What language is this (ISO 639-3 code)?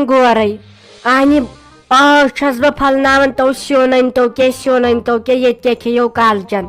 kas